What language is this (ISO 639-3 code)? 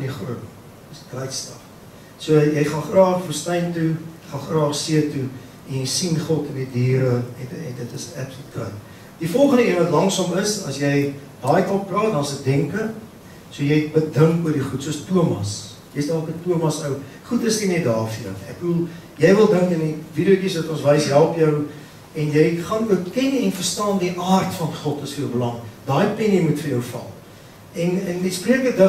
afr